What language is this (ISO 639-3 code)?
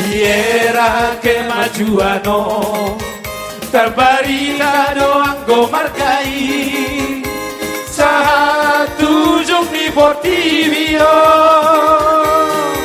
bbc